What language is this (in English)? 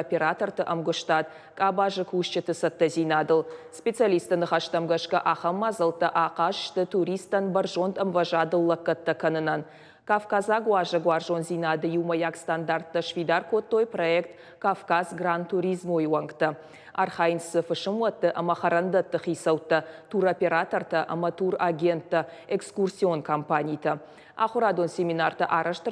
Ossetic